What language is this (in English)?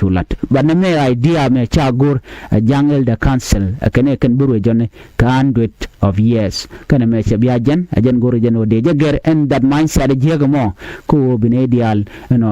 Nuer